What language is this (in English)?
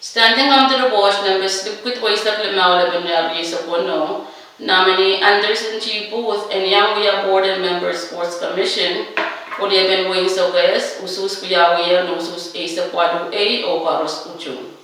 Pohnpeian